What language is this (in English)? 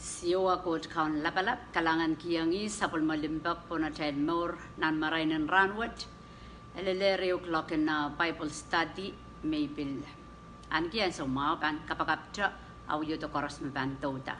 Pohnpeian